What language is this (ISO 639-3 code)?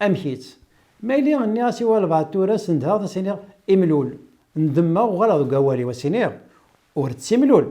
kab